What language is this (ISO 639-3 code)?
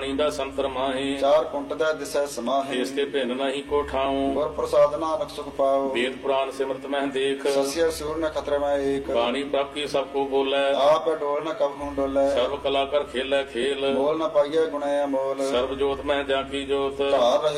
pan